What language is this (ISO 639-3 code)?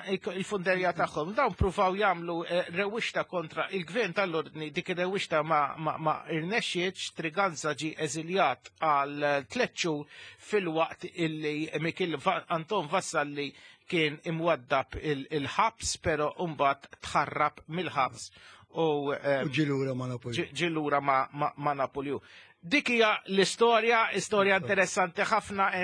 mlt